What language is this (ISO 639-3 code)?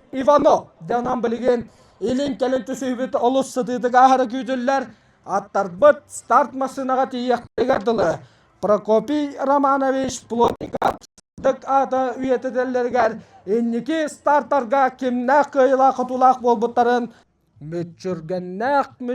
sah